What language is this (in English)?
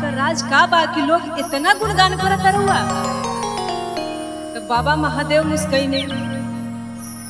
Bhojpuri